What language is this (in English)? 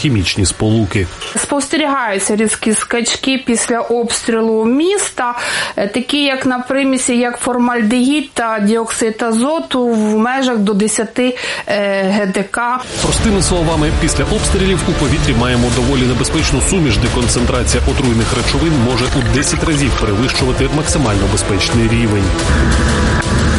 Ukrainian